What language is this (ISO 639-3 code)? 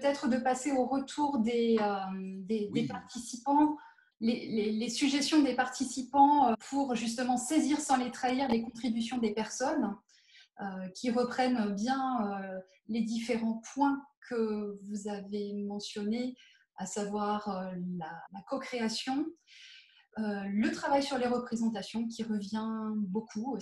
fra